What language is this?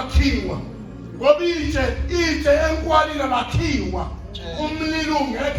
Zulu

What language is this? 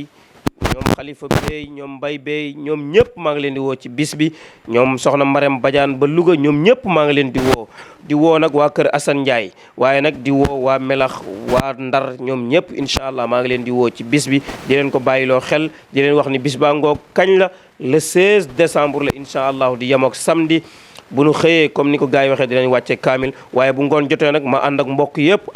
Wolof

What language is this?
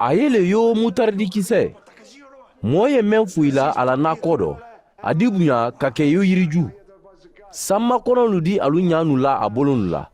Mandingo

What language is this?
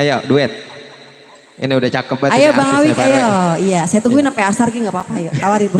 Betawi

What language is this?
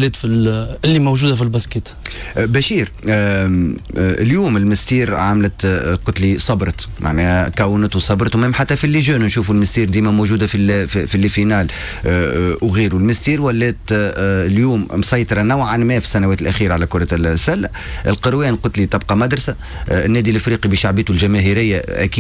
Tunisian Arabic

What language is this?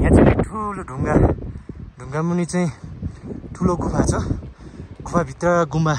Nepali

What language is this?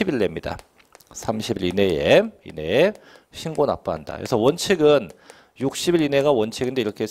Korean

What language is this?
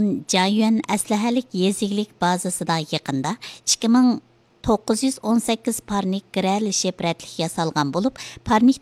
Uyghur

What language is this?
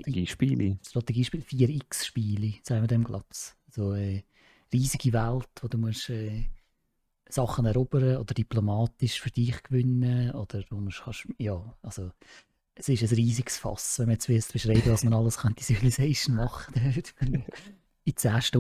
Swiss German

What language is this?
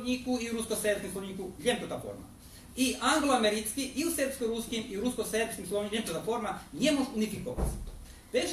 Rusyn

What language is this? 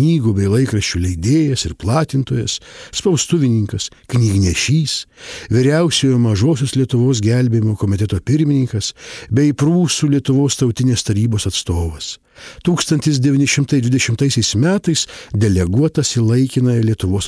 Lithuanian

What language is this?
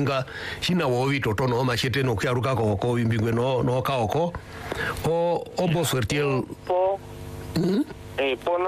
Swahili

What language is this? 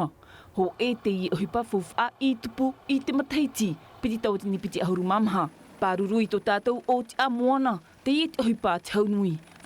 Tahitian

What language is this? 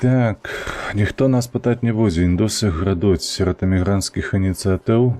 Belarusian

